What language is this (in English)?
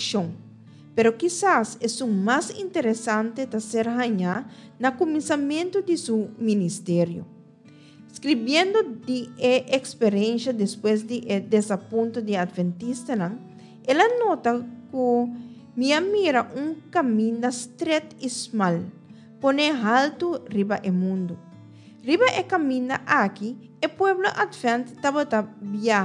Papiamento